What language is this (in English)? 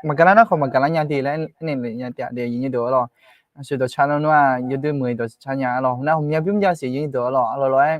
Akha